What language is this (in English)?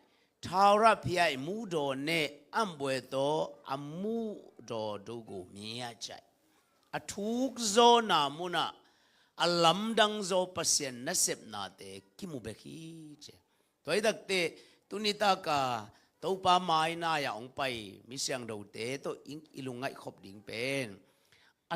Tedim Chin